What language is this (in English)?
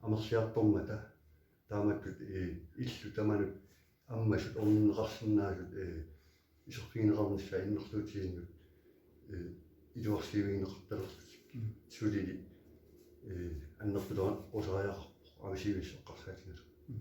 Kalaallisut